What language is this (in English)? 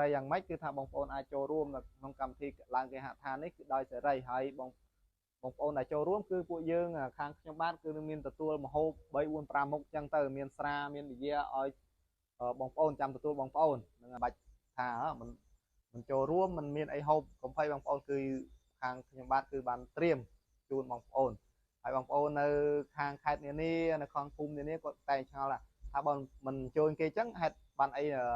Khmer